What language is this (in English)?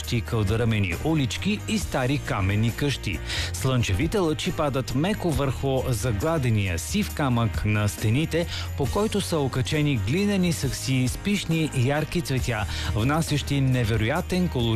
Bulgarian